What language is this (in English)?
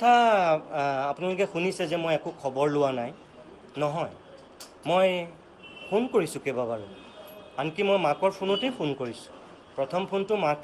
Assamese